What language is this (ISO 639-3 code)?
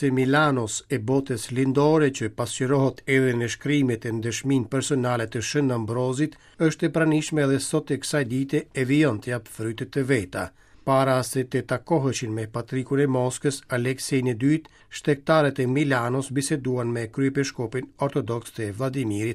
sqi